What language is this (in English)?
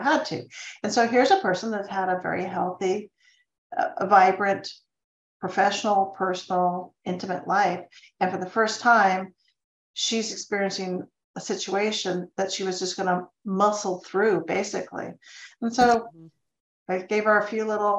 English